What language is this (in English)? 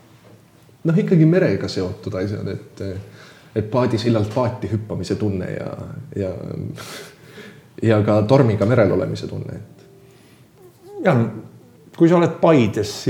Estonian